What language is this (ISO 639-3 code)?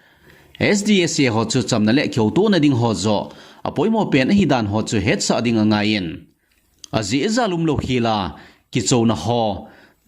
tcz